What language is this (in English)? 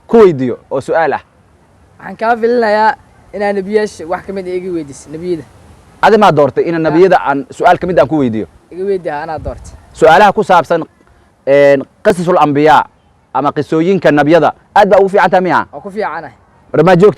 Somali